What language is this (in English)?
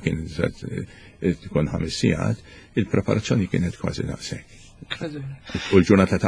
Maltese